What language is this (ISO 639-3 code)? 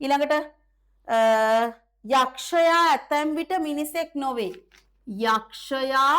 sin